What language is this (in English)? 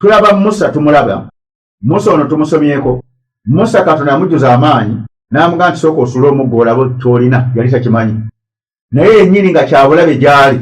Ganda